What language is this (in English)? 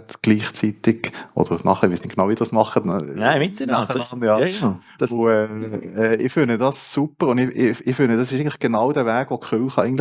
Swiss German